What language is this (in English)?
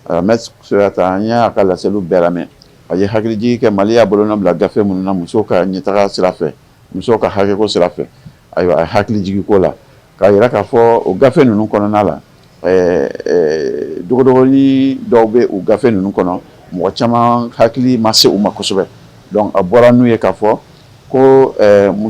Bambara